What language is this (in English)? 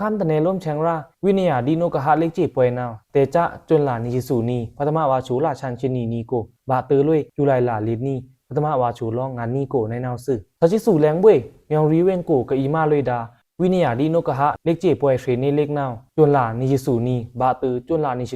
Pa'o Karen